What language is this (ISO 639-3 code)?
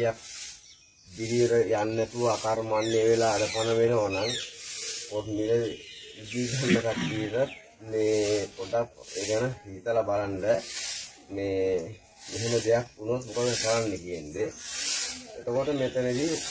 sin